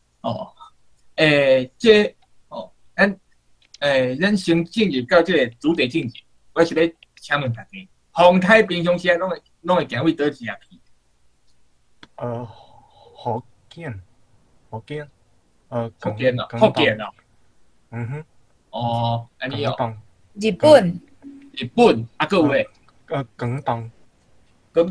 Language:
Min Nan Chinese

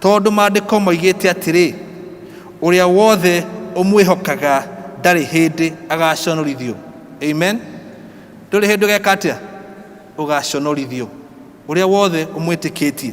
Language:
Kikuyu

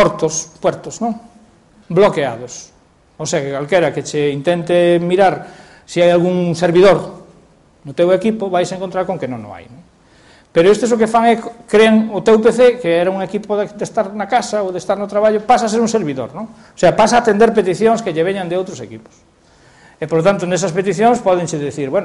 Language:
Galician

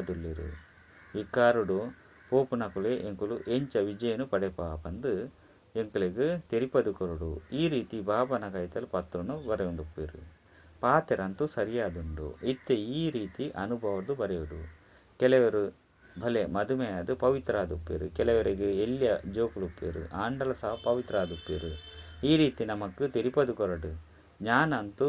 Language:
Tulu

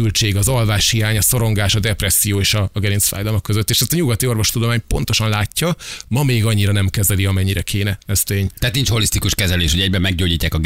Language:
Hungarian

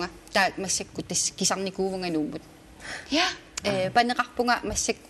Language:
Kalaallisut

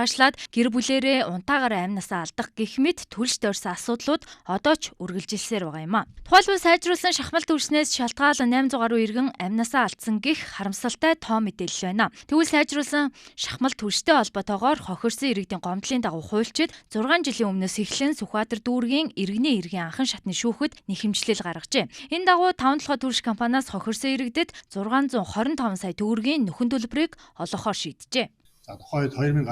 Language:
Mongolian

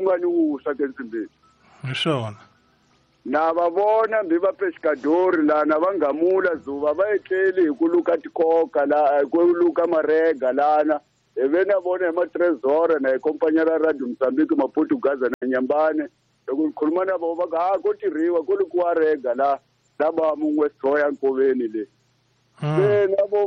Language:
Tsonga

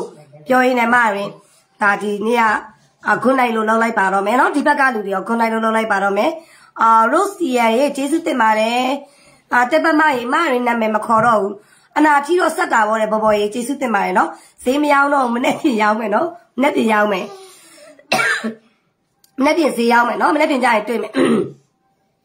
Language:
Burmese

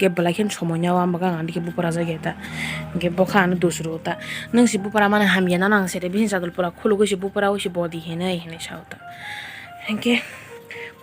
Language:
Kok Borok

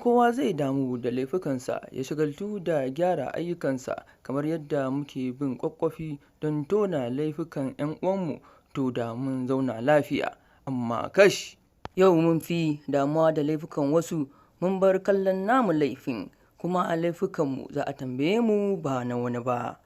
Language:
Hausa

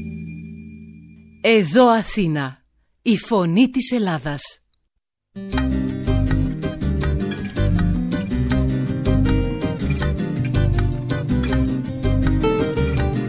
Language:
Greek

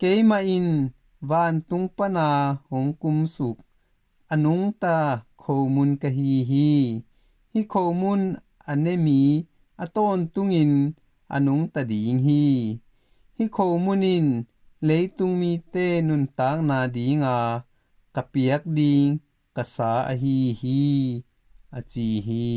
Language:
Tedim Chin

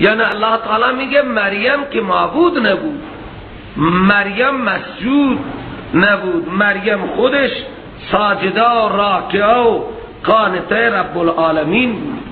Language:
Persian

